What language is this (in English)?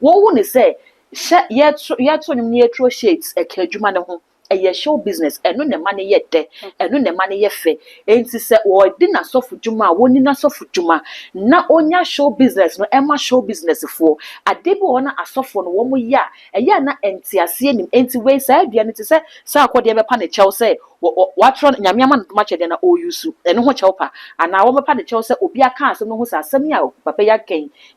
Akan